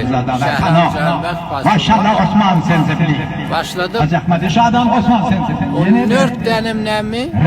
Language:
Turkmen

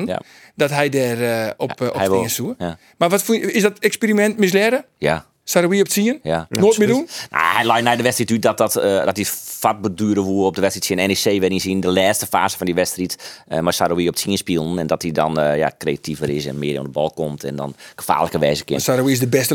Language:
Western Frisian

